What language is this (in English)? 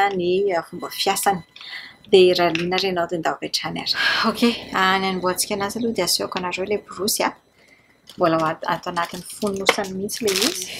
Malagasy